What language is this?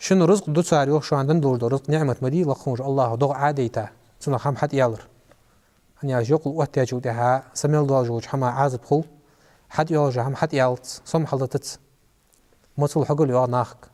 Ingush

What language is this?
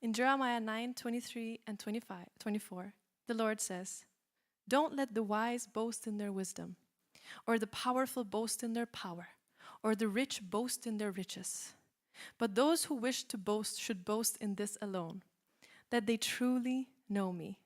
English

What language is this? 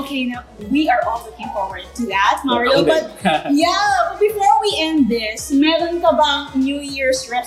Filipino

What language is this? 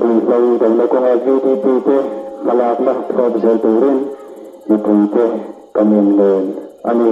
Mizo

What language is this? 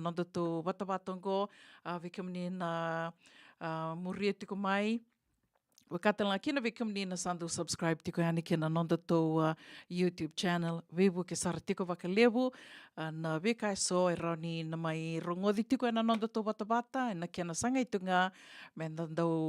Fijian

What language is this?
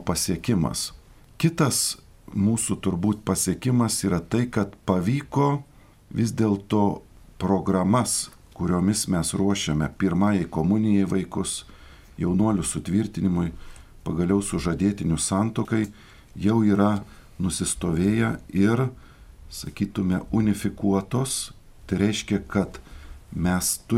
Lithuanian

